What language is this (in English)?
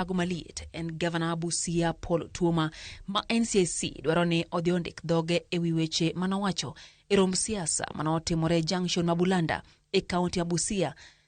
Luo (Kenya and Tanzania)